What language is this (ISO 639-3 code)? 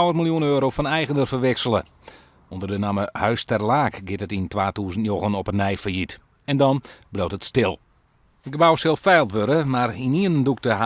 fry